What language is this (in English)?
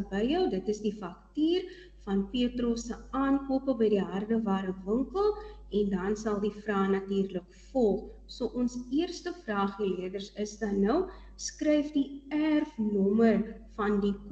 Afrikaans